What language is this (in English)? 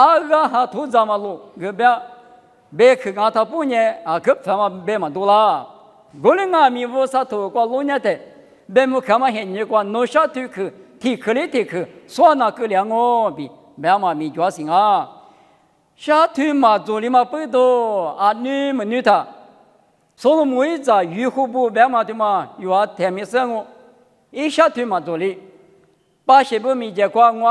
Lisu